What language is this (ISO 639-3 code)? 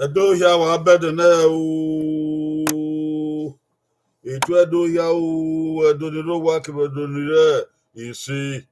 bin